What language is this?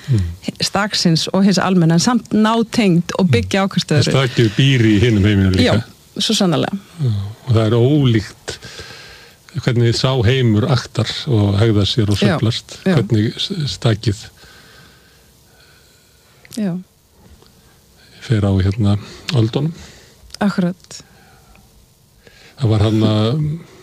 Icelandic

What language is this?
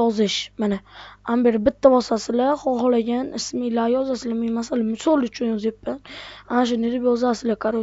Uzbek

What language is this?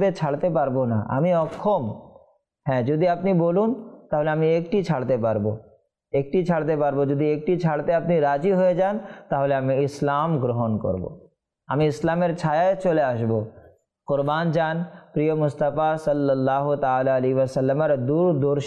Bangla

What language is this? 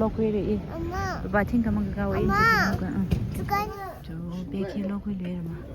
Tangkhul Naga (India)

